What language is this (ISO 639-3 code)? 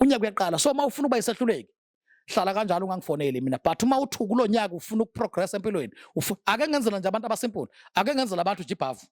zul